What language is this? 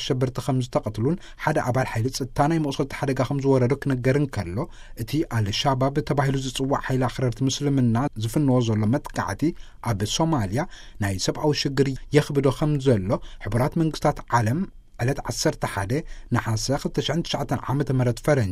Tigrinya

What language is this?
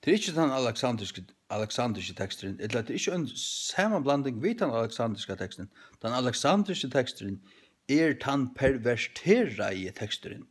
Faroese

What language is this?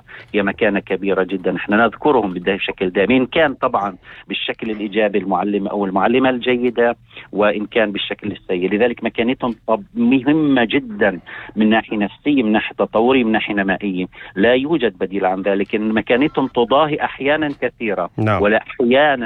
North Levantine Arabic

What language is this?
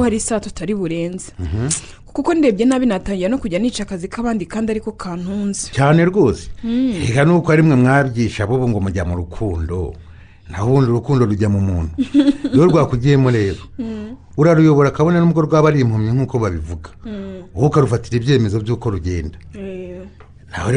Kinyarwanda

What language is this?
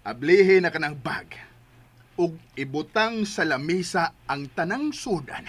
Cebuano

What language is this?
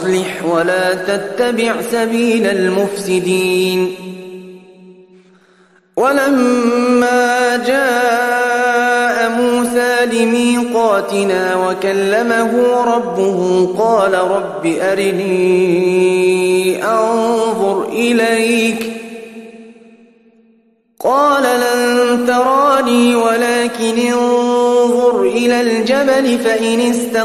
Arabic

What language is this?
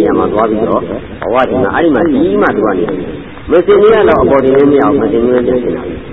Burmese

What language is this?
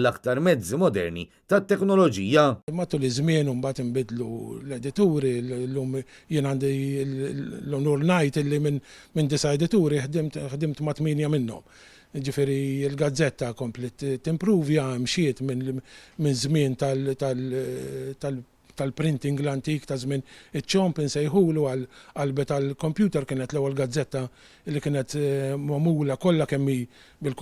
Maltese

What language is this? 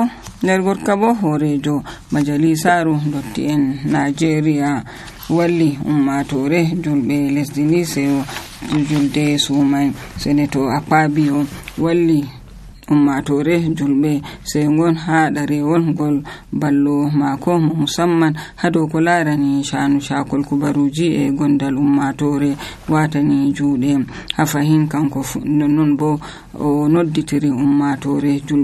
Nigerian Fulfulde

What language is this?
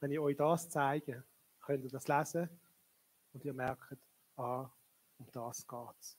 Swiss German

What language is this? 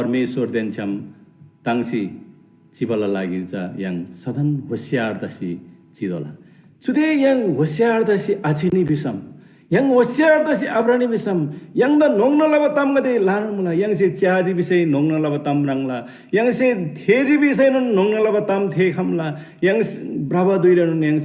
Eastern Tamang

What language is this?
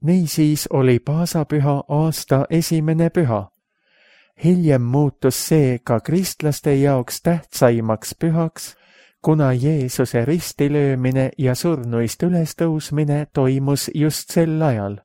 Estonian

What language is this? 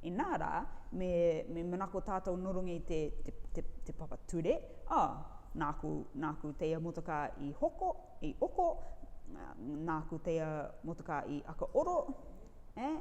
Rarotongan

